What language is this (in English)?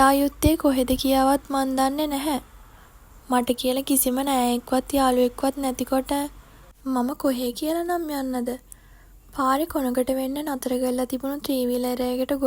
Sinhala